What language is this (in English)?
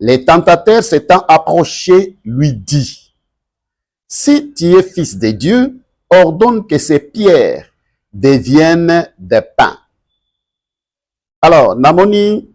Lingala